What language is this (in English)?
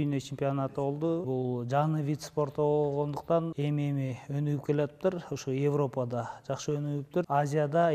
Kyrgyz